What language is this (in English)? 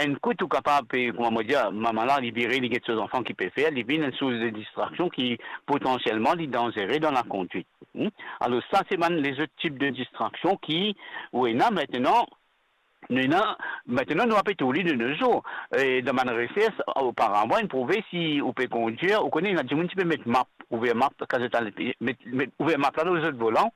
Morisyen